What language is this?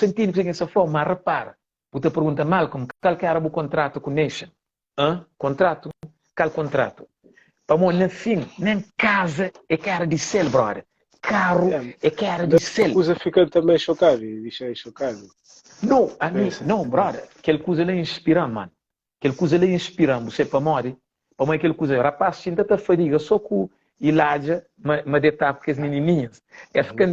Kabuverdianu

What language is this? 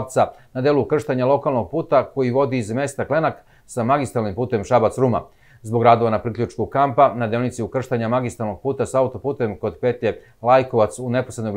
Serbian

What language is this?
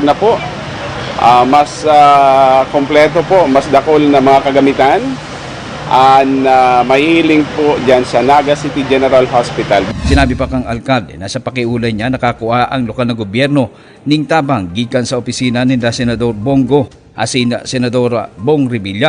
Bikol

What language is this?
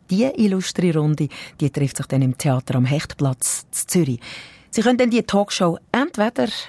German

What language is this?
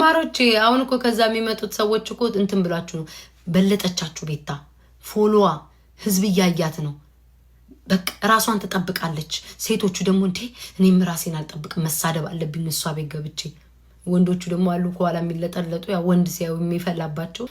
Amharic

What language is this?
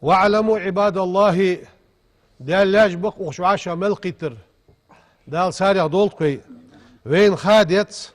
Ingush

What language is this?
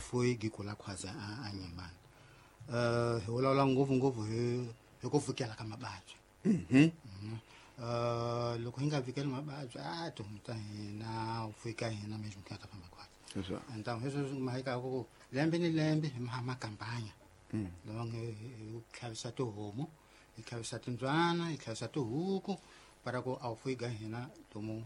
Tsonga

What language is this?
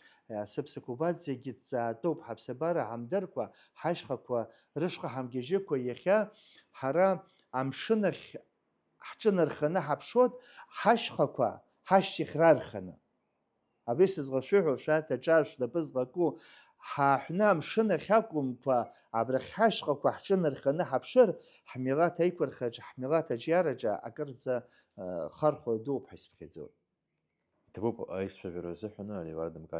Abkhazian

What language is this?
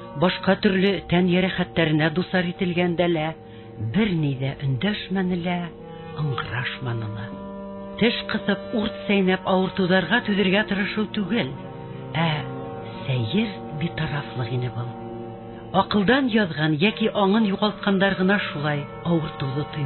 Bashkir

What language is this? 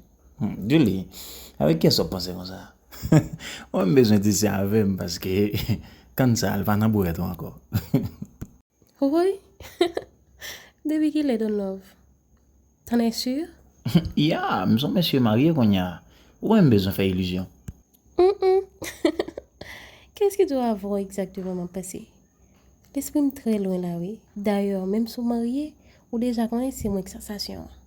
Haitian Creole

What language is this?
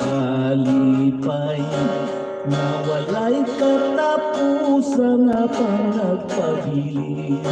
Hiligaynon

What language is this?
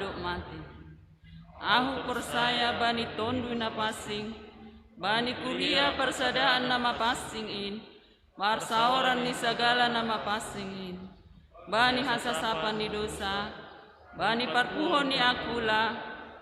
Batak Simalungun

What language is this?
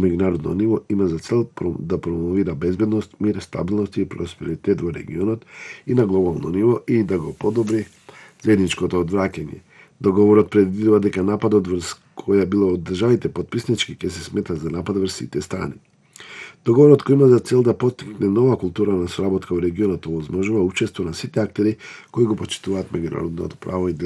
Macedonian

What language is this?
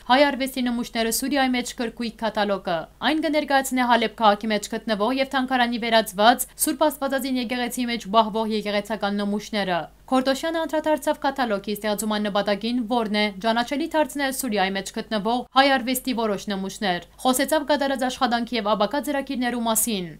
Western Armenian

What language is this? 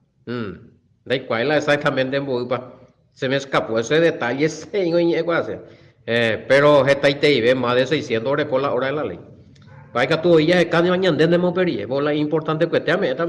Guarani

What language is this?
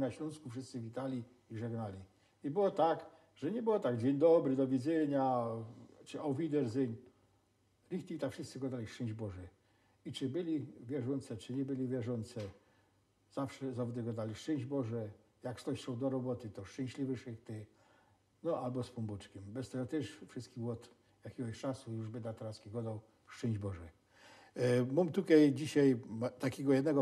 Silesian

